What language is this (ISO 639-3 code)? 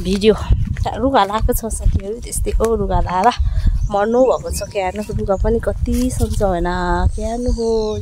nep